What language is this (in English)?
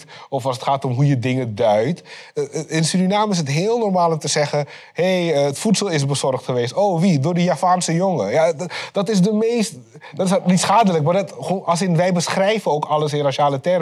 Dutch